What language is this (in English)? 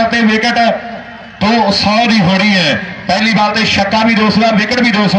Punjabi